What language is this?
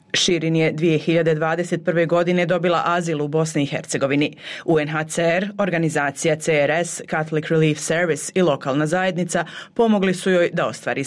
Bosnian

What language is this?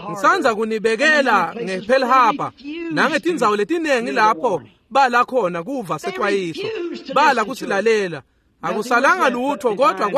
Swati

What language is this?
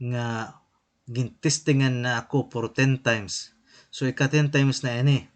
Waray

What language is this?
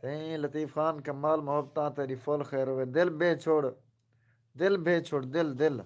Saraiki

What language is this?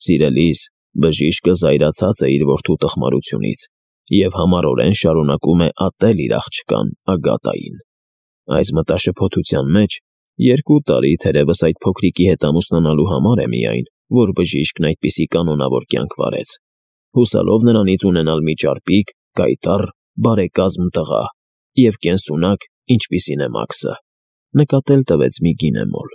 Armenian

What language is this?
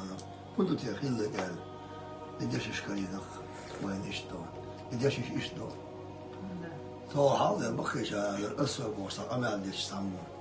Chechen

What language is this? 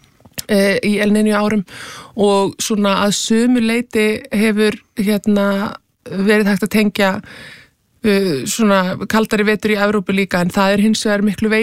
Icelandic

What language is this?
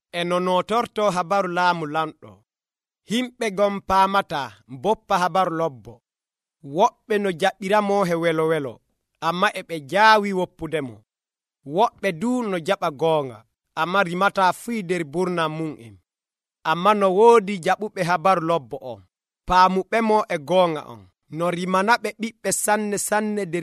Nigerian Fulfulde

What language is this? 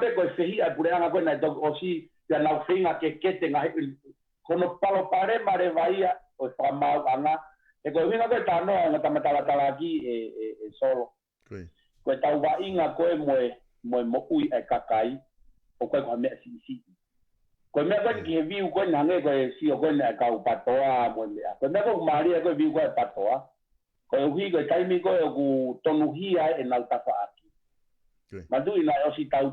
Tongan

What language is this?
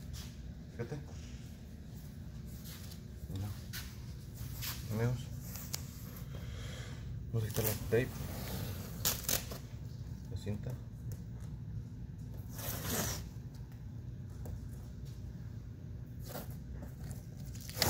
Spanish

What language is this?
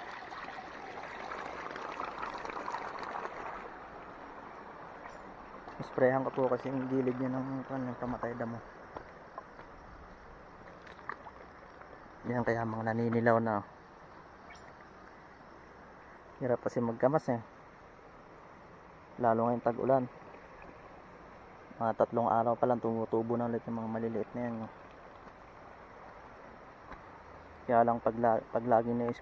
Filipino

